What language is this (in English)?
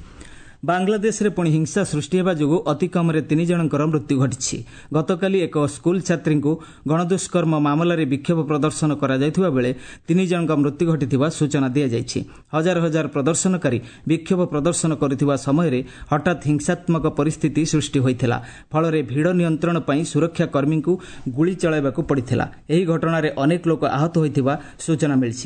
Odia